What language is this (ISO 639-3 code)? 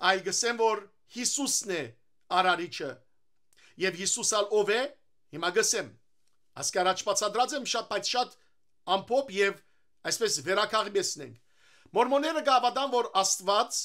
hyw